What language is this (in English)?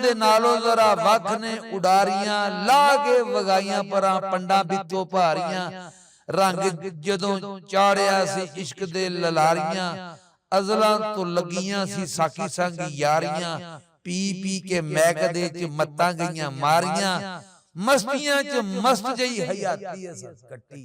Western Panjabi